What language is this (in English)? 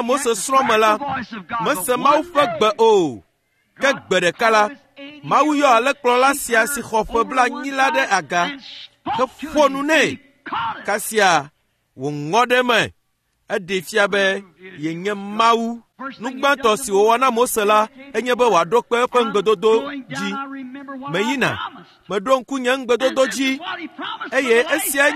Ewe